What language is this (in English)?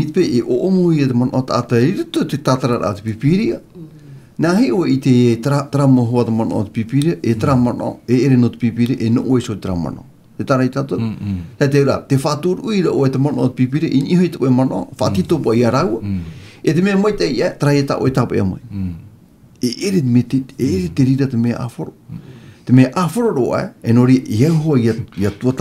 Tahitian